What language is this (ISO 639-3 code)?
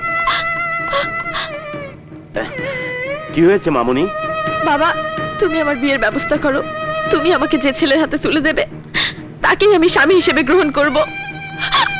ben